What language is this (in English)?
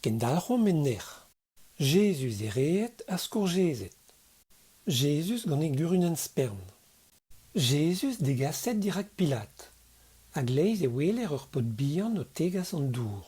Breton